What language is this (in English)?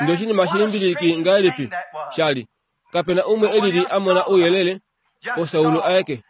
Kuanyama